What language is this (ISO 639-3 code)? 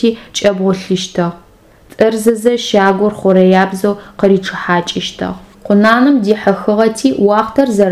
ady